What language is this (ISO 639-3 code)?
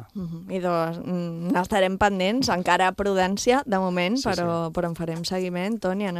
cat